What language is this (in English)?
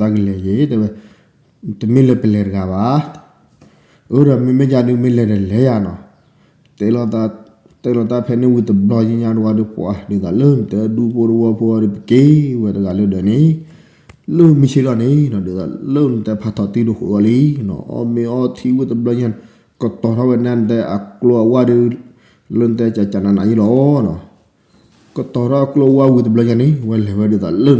S'gaw Karen